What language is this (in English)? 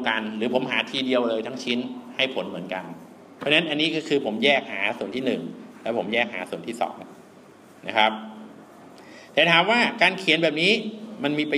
Thai